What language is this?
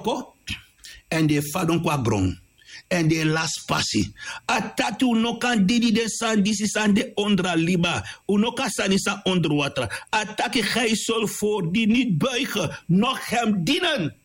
Sranan Tongo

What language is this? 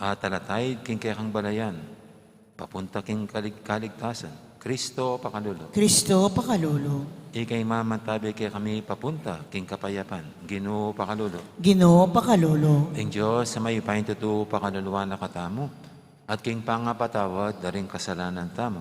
Pampanga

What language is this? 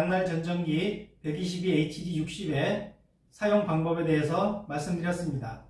Korean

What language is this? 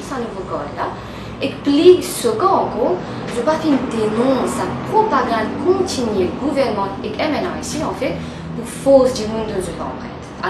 Morisyen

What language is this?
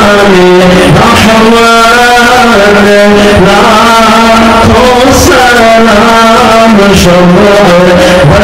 Urdu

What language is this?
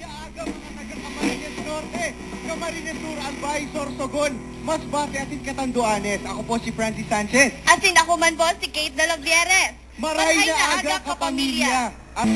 Bikol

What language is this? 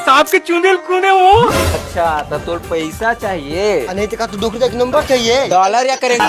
Chhattisgarhi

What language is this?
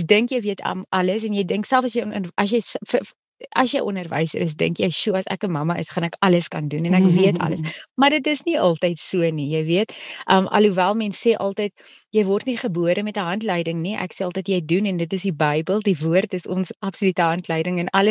Afrikaans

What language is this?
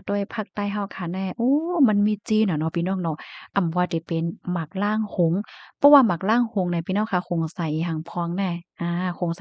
Shan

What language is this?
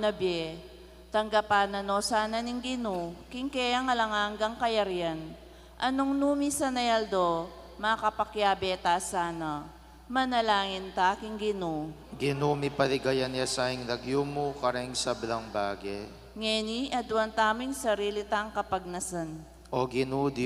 Pampanga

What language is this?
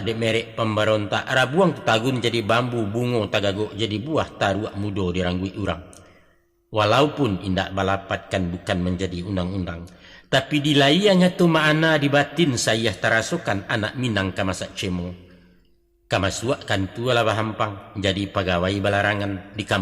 Minangkabau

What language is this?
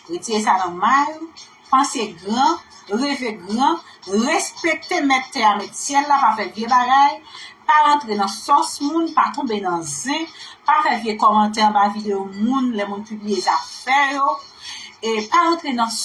Haitian Creole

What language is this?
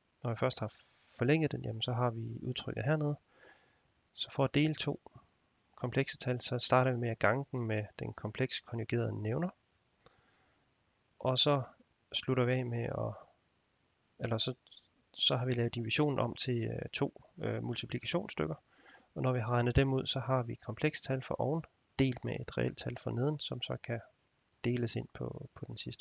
Danish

